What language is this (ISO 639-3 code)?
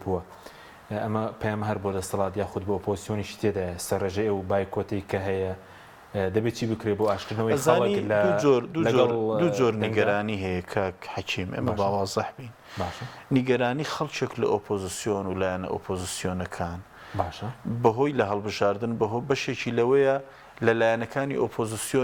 ckb